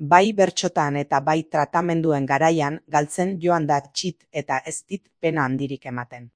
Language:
Basque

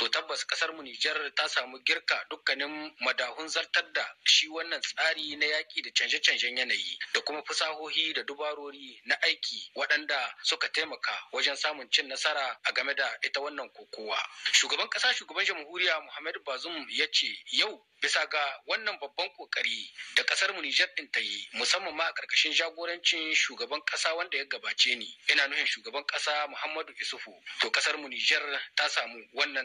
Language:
Hausa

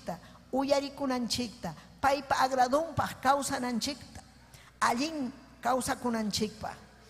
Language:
Ayacucho Quechua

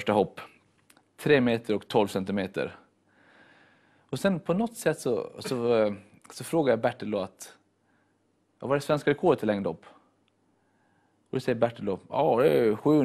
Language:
Swedish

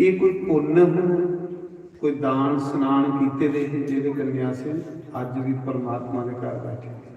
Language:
Dogri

